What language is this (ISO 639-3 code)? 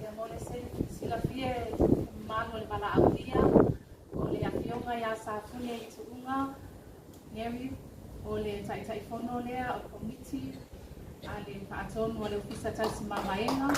smo